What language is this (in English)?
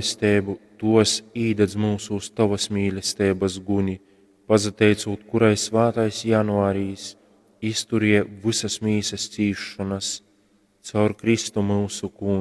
Latgalian